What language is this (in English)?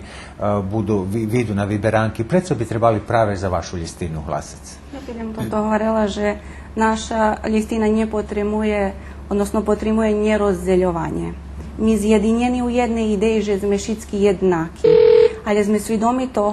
Rusyn